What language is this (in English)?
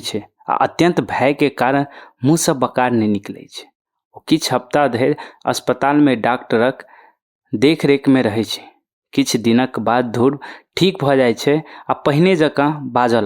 Maithili